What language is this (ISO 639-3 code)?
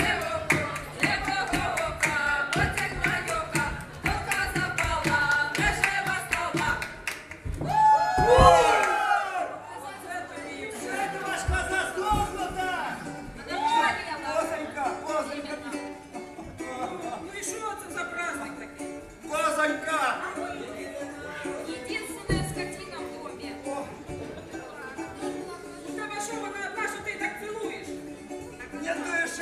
ukr